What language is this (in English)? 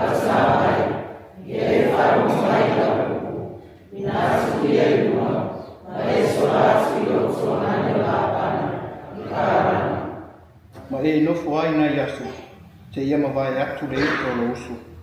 Samoan